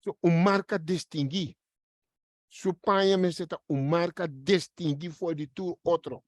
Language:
Papiamento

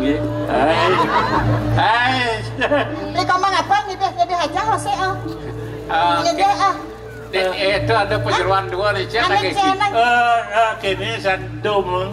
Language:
Balinese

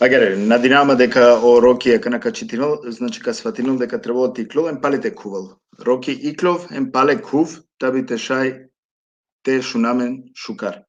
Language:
Balkan Romani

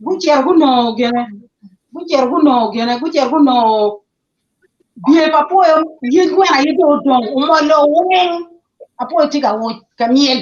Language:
Acoli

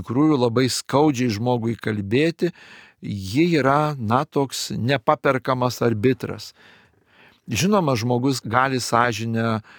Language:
Lithuanian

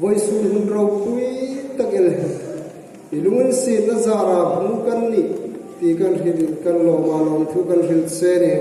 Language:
Hmar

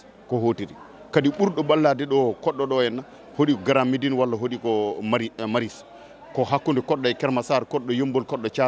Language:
Fula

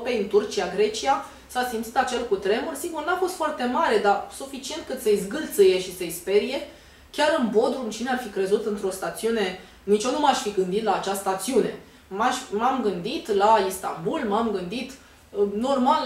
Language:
Romanian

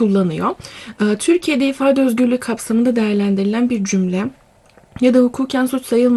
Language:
Turkish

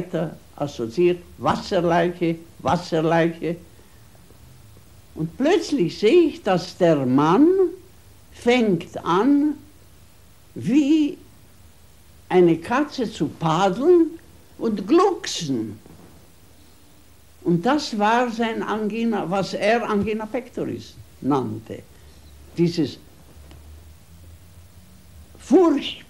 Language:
German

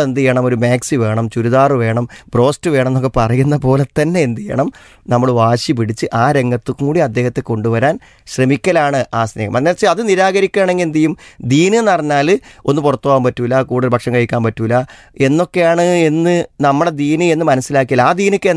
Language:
Malayalam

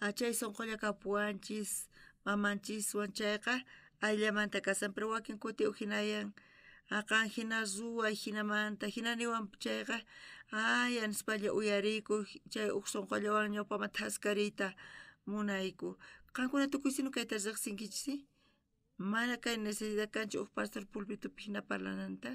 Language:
South Bolivian Quechua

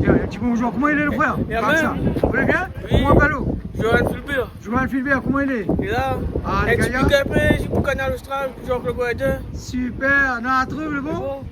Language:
Réunion Creole French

